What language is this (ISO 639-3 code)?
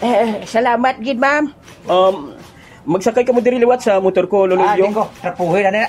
hil